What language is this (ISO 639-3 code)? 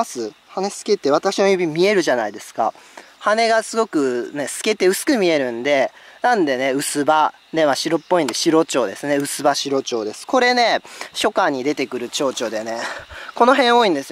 jpn